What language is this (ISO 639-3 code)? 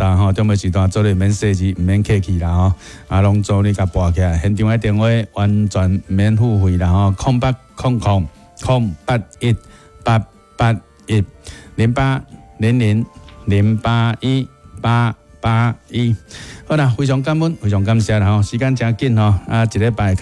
nan